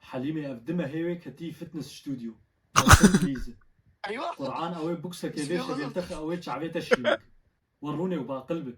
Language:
Kurdish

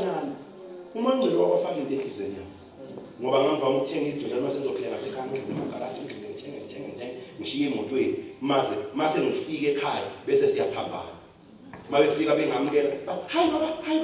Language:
Zulu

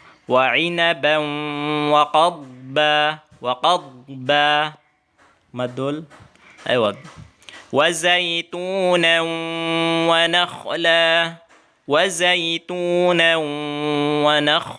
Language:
Tausug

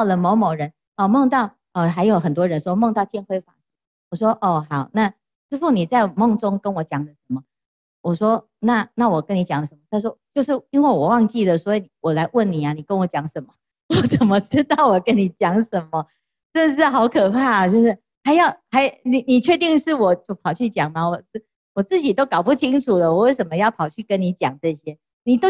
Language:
Chinese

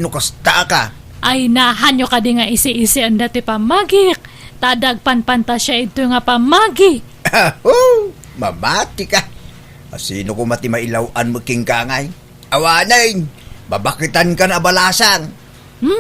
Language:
Iloko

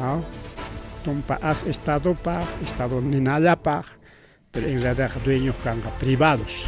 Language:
Ayacucho Quechua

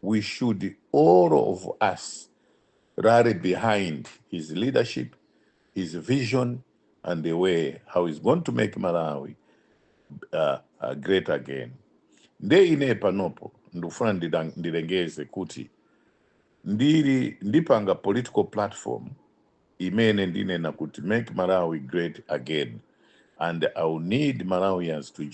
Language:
Nyanja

